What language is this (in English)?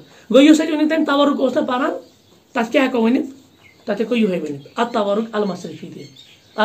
Kashmiri